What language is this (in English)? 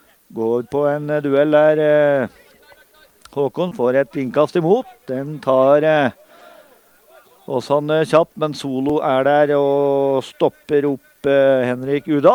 Norwegian